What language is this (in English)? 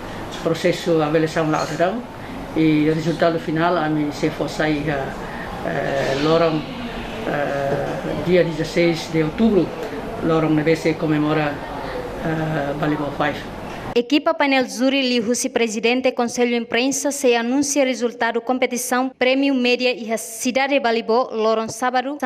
Tetum